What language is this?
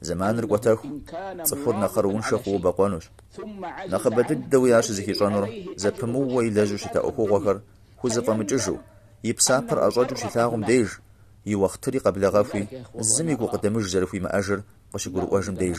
Kabardian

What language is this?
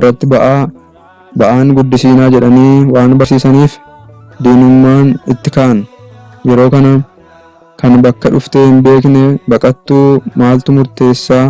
Oromo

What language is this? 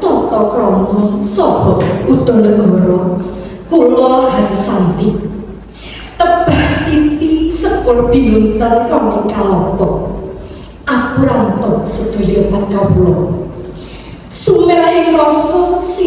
Javanese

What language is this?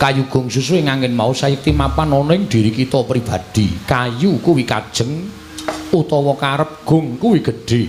Javanese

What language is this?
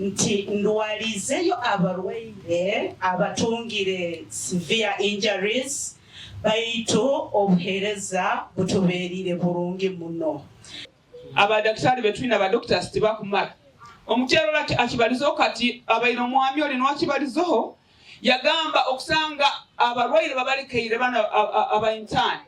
Nyankole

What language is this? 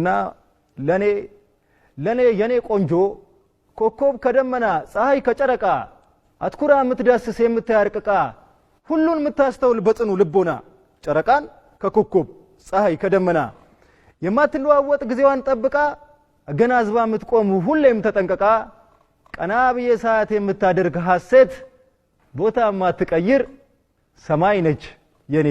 Amharic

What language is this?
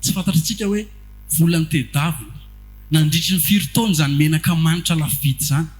Malagasy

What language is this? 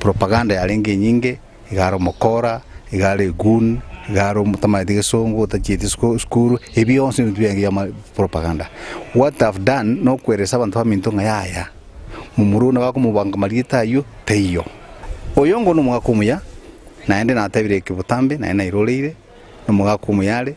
Gusii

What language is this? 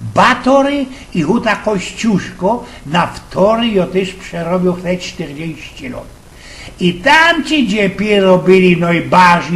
Silesian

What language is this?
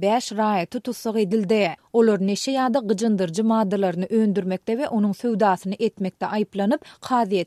Turkmen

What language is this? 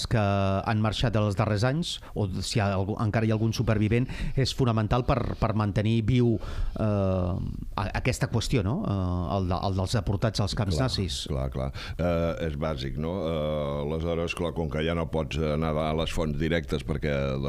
Catalan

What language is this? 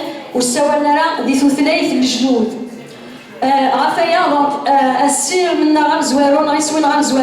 Kabyle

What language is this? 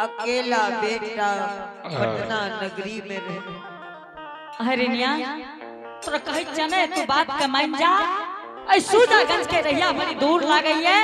Angika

